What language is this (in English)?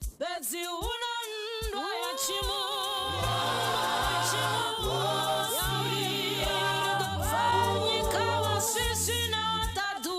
Venda